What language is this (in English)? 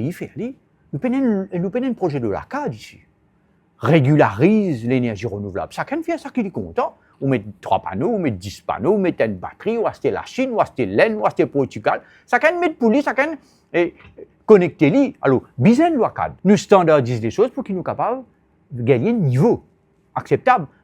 Morisyen